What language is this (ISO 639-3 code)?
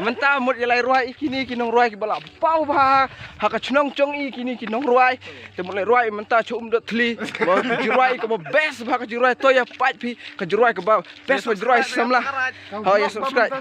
kha